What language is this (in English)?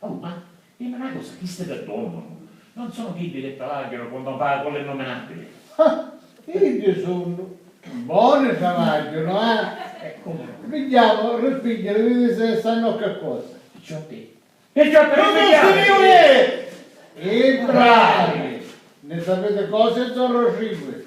Sicilian